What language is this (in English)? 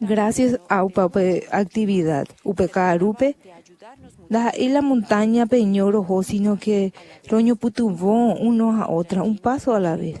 Guarani